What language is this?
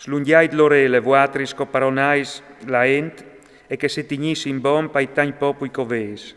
Friulian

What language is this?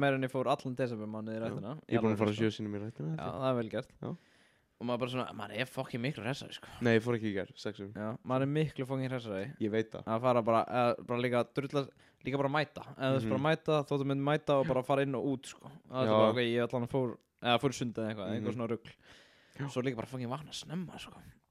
Icelandic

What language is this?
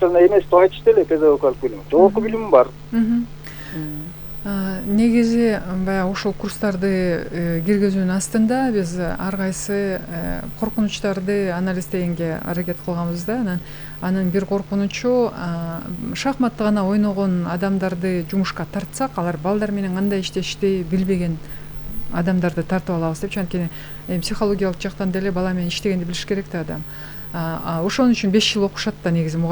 Kyrgyz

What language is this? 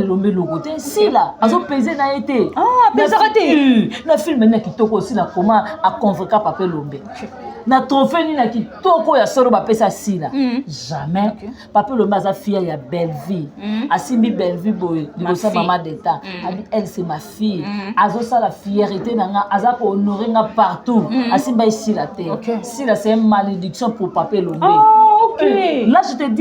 Lingala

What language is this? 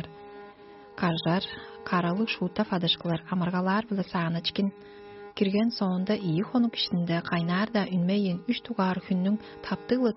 Tuvinian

